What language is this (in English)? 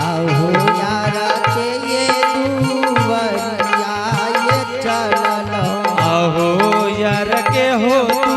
Angika